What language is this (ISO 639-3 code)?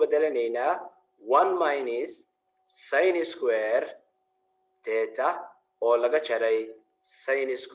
som